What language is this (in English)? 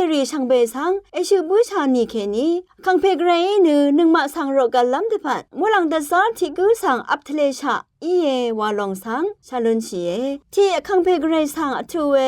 Rawang